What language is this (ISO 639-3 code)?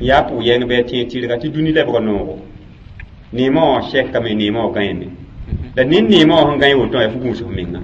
mos